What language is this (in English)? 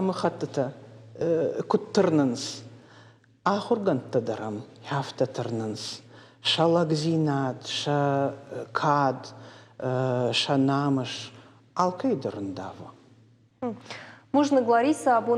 Ossetic